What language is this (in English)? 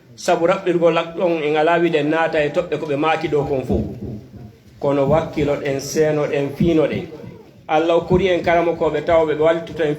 Fula